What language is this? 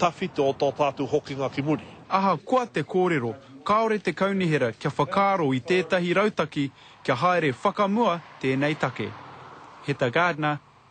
Māori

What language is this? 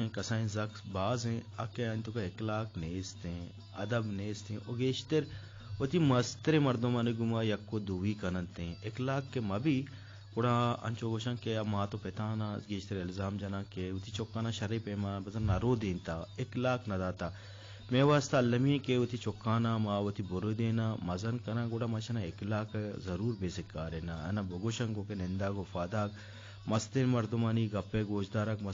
Eastern Balochi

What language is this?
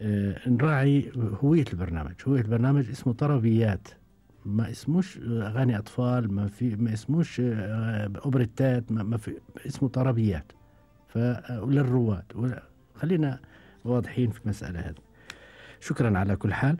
Gulf Arabic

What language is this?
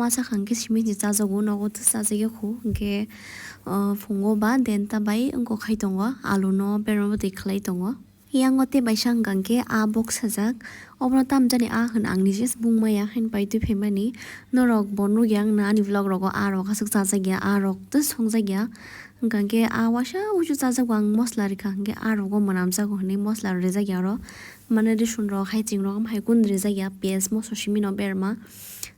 Kok Borok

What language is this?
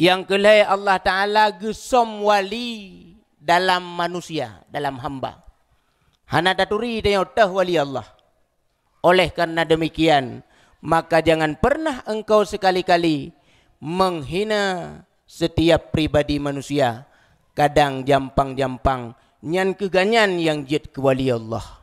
Achinese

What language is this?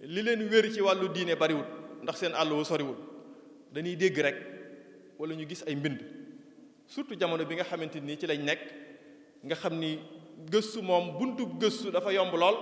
Wolof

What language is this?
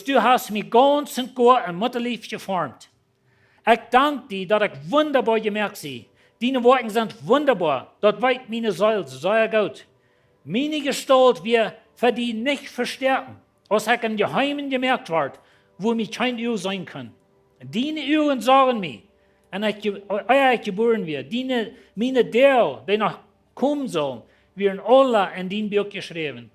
Plautdietsch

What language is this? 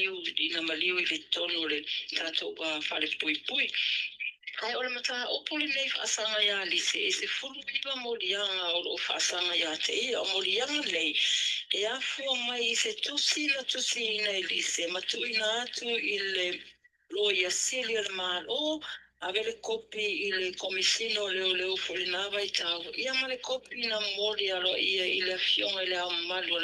Samoan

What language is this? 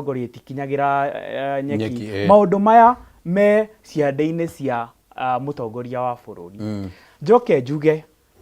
Kikuyu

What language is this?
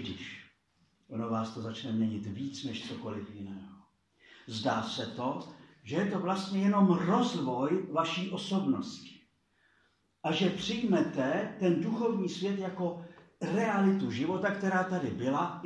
Czech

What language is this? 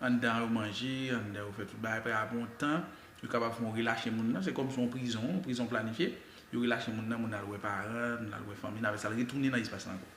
Haitian Creole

